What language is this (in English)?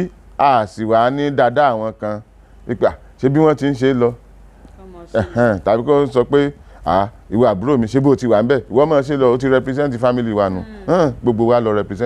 Yoruba